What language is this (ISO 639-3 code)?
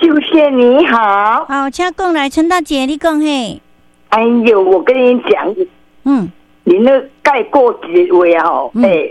nan